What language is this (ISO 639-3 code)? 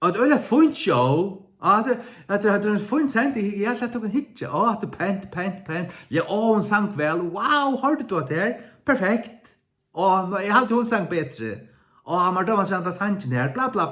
fao